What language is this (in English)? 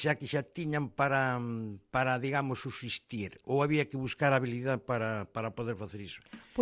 Galician